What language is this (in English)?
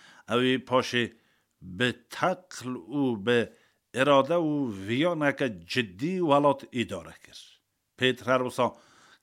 Kurdish